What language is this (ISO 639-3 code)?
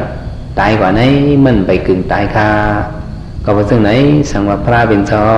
shn